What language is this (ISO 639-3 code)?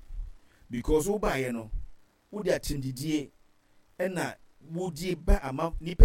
aka